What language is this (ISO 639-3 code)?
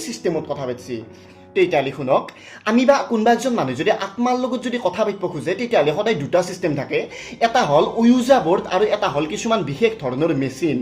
asm